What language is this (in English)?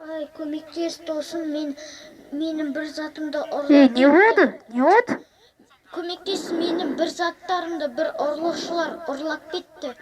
Kazakh